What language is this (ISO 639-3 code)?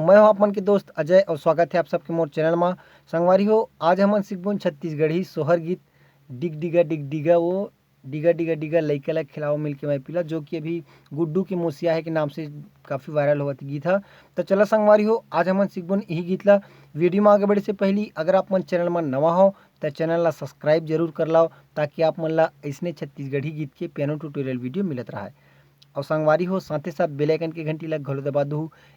hne